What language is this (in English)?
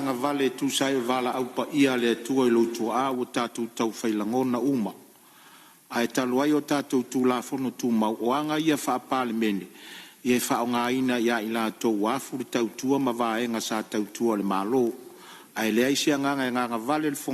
Samoan